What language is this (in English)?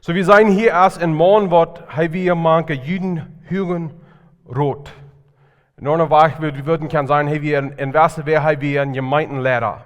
Plautdietsch